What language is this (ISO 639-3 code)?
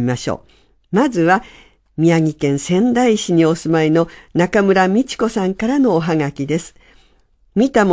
jpn